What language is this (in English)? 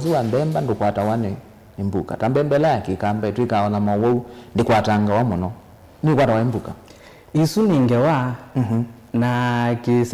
Kamba